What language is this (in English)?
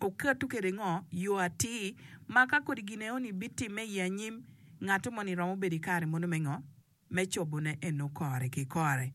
Acoli